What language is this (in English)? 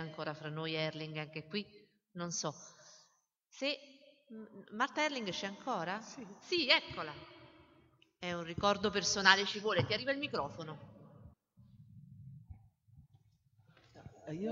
Italian